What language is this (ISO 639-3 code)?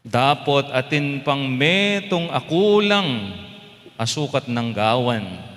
pam